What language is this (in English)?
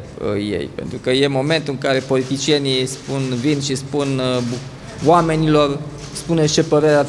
Romanian